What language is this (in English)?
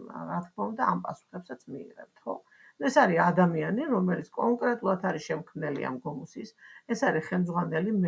Georgian